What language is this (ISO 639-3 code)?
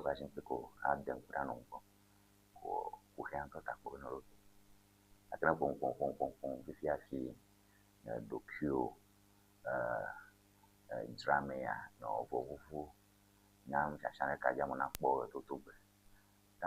ewe